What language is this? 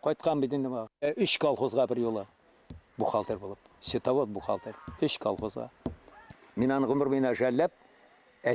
Bashkir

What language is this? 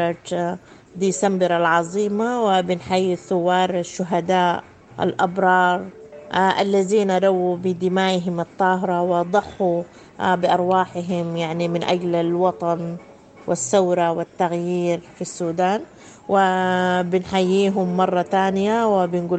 Sudanese Arabic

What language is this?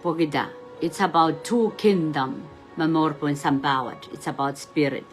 Pohnpeian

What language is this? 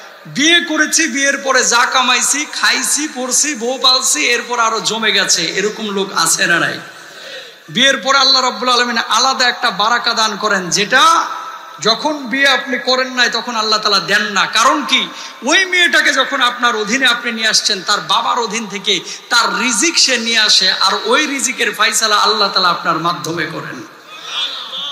Bangla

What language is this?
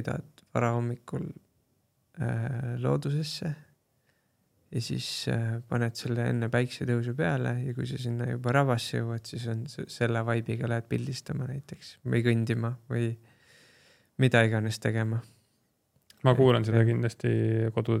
Estonian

